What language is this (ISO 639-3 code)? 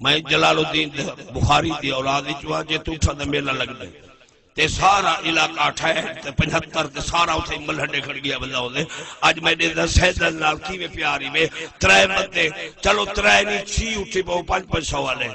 skr